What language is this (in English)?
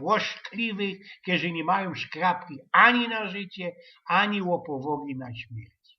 Silesian